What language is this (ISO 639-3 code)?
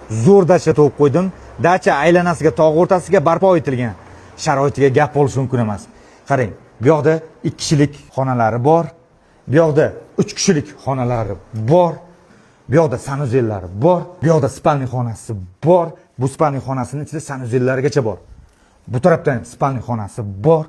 uzb